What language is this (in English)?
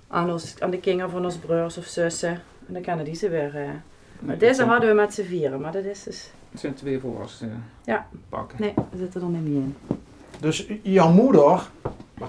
Limburgish